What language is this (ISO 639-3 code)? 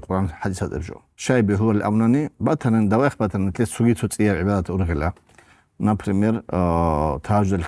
ava